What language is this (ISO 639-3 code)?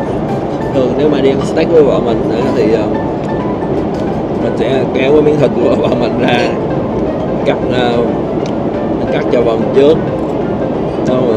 vie